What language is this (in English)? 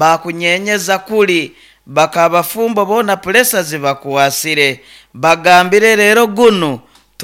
Nyoro